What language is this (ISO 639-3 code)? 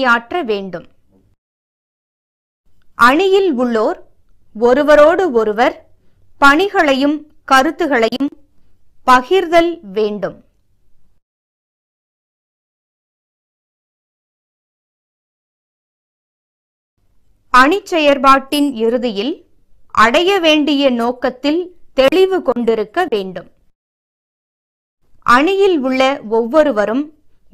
tam